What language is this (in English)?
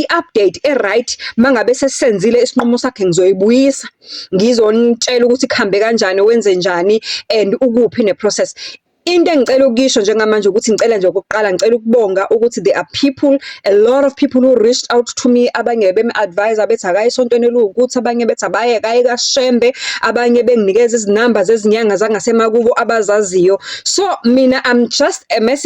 Zulu